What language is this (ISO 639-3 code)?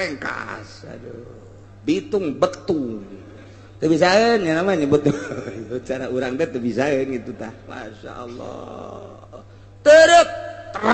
sun